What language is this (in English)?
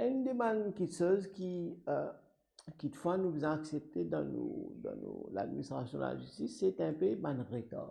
Morisyen